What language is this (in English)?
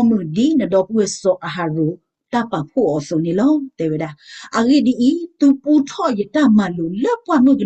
S'gaw Karen